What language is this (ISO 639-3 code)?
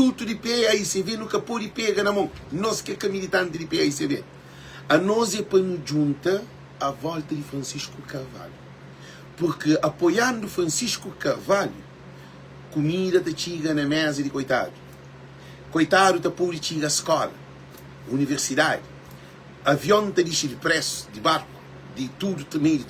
kea